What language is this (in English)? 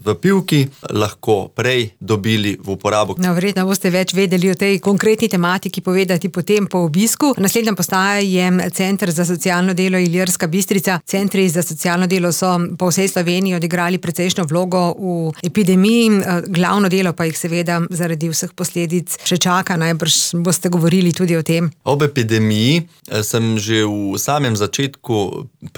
Slovenian